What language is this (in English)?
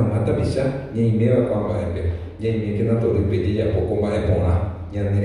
Guarani